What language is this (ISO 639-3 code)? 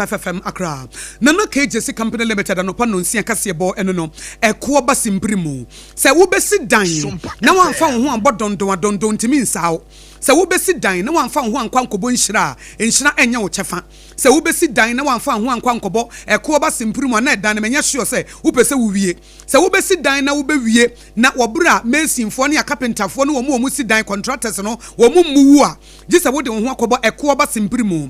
aka